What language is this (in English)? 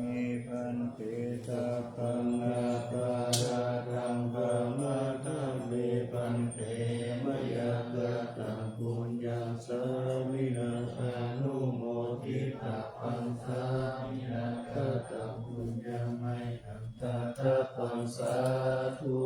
Pali